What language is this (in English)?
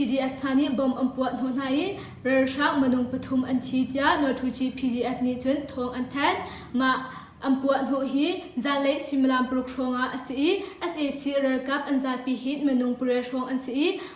Hakha Chin